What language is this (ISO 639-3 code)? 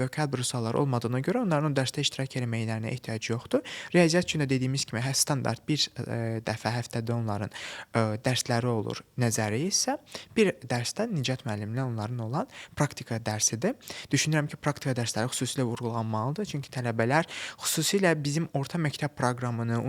aze